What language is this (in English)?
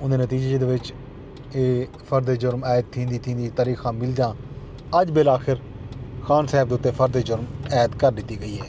Saraiki